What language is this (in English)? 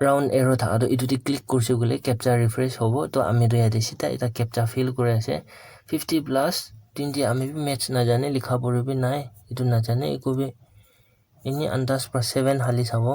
Naga Pidgin